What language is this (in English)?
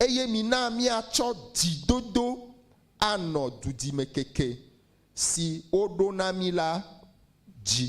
Ewe